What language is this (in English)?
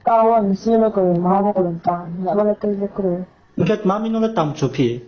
Riang (India)